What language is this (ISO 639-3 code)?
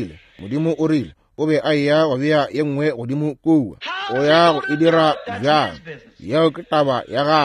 nso